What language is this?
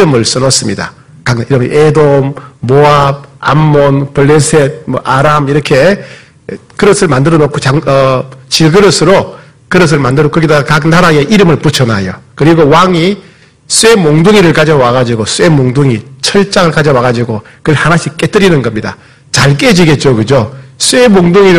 Korean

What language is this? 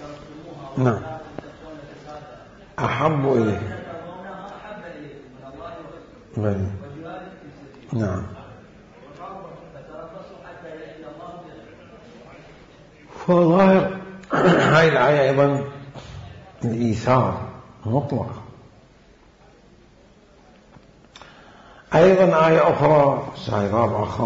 Arabic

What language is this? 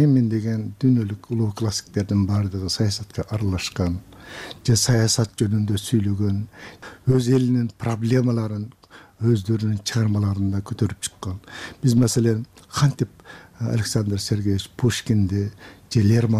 Kyrgyz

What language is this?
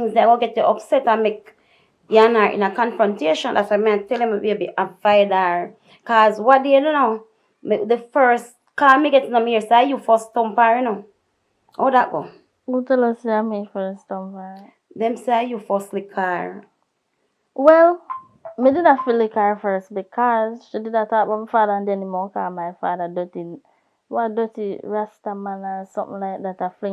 Jamaican Creole English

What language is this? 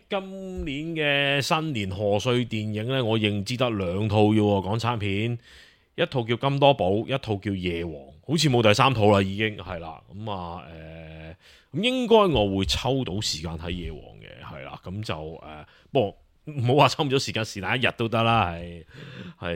Cantonese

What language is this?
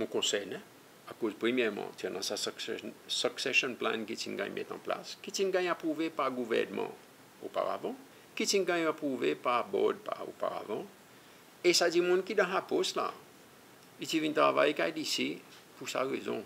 Seselwa Creole French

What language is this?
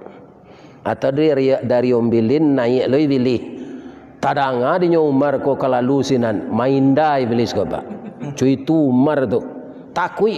Minangkabau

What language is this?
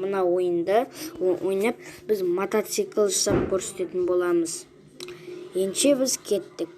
Kazakh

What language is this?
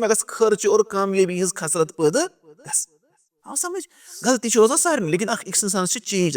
Kashmiri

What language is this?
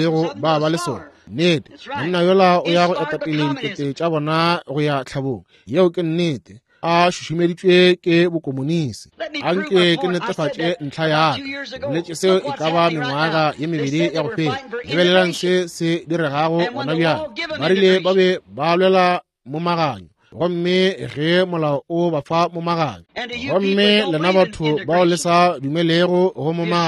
Northern Sotho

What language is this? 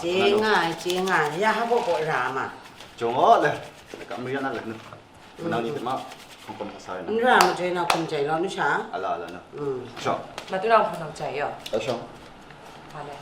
Kachin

